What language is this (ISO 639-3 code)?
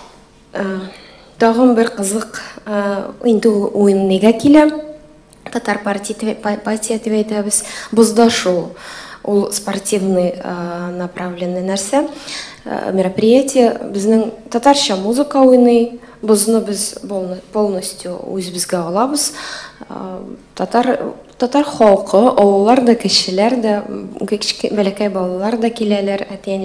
tat